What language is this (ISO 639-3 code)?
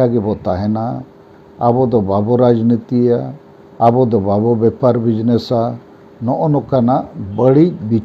sat